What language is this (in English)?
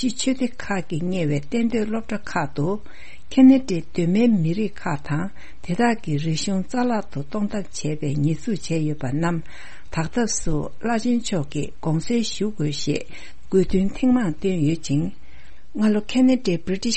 Tibetan